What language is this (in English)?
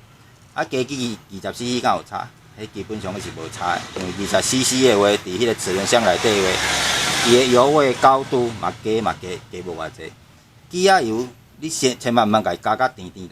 Min Nan Chinese